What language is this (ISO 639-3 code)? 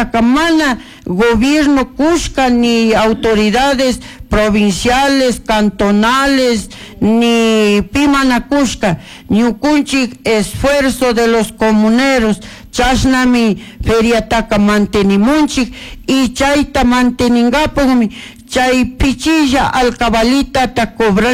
qug